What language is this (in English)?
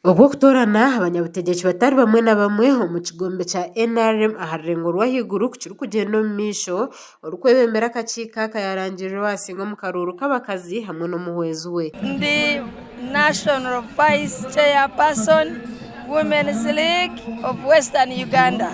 Nyankole